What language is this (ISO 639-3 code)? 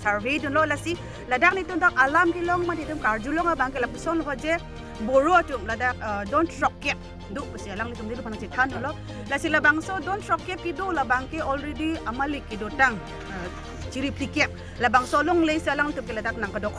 mjw